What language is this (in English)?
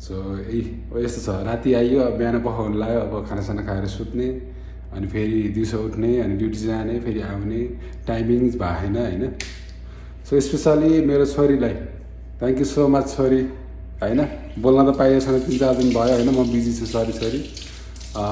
Nepali